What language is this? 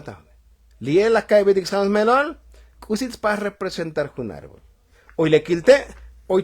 Tzotzil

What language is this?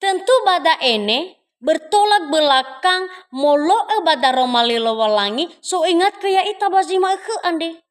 Nias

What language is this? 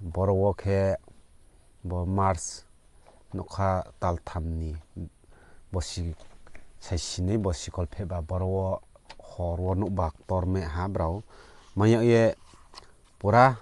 Riang (India)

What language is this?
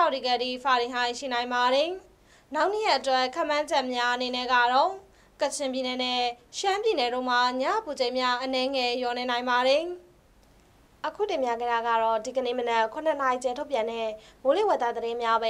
Burmese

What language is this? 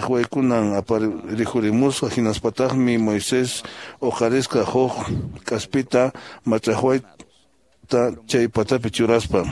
Quechua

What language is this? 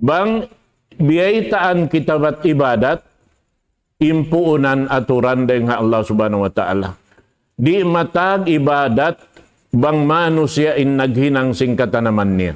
Tausug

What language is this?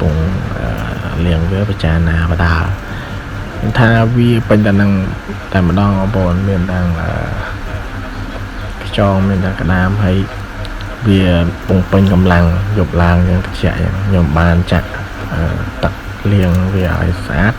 Khmer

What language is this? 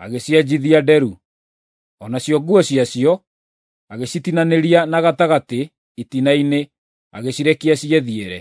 Kikuyu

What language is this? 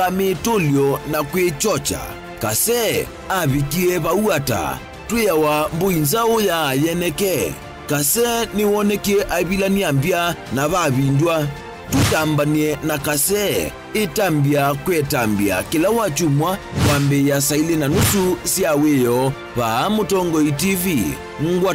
Kamba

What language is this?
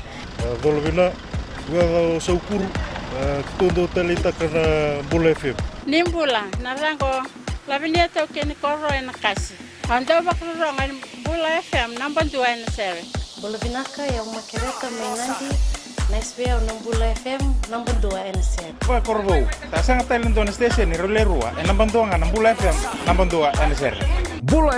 Fijian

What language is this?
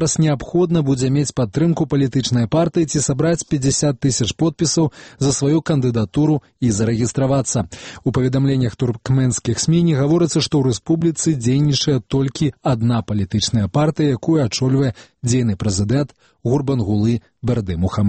Belarusian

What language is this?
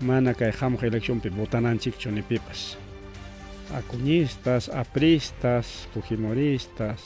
Ayacucho Quechua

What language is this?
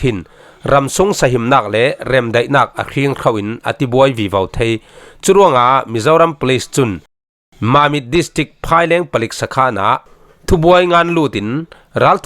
Falam Chin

